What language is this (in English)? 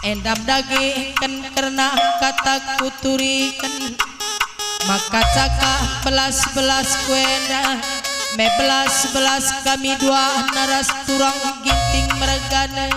Batak Karo